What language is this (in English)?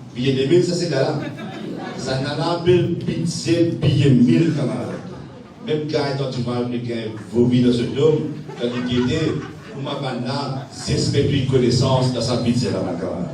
Morisyen